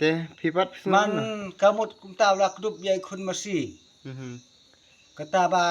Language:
Khasi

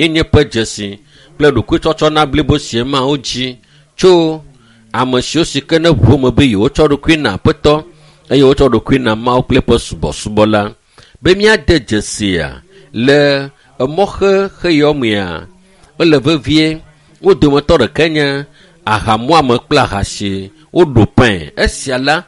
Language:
Ewe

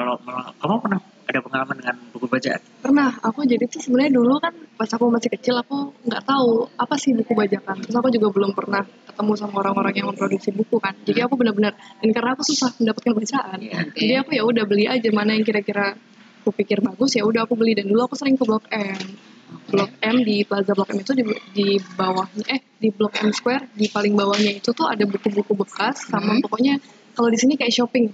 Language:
Indonesian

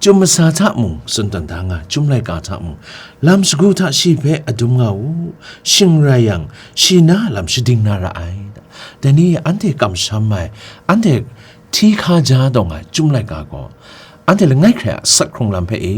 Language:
Kachin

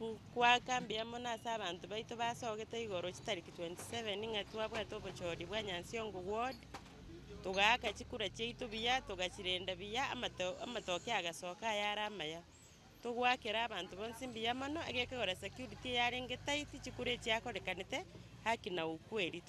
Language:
Gusii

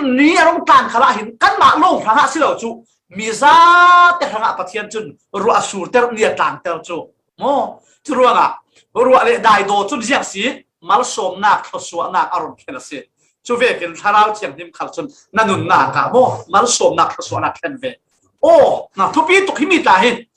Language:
Falam Chin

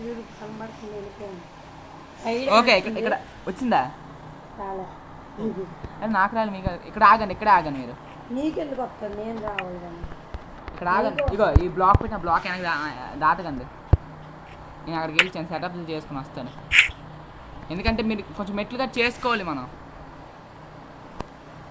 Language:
Telugu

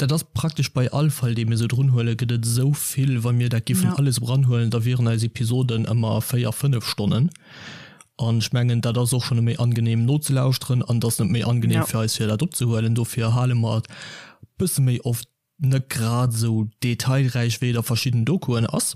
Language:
Luxembourgish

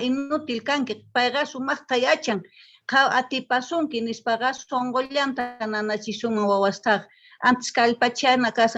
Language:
South Bolivian Quechua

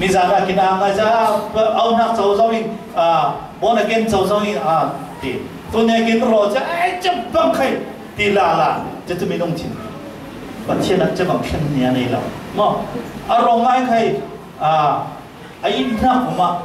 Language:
Falam Chin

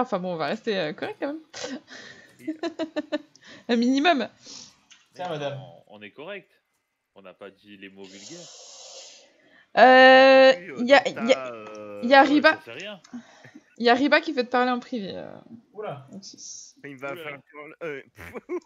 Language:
French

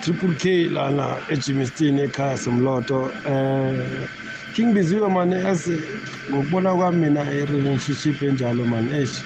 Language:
South Ndebele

